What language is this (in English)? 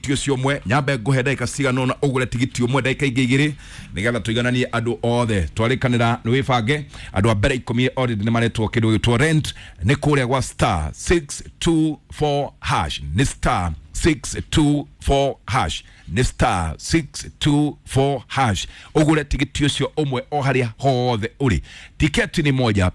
Kikuyu